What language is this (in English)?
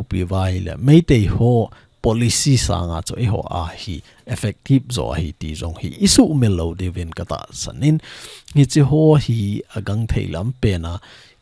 Thado Chin